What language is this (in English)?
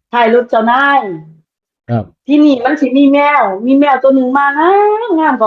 Northeastern Thai